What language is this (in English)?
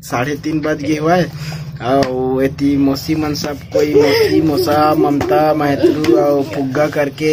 Chhattisgarhi